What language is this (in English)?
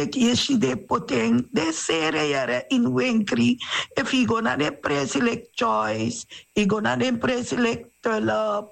Sranan Tongo